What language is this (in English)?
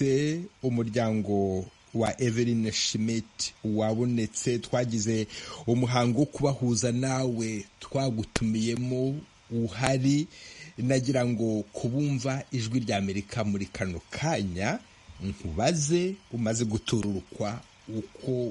Kinyarwanda